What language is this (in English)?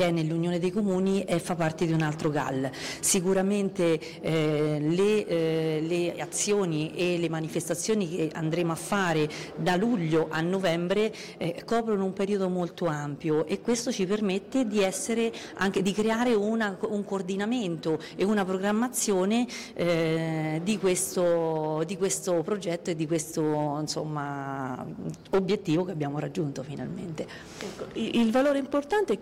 Italian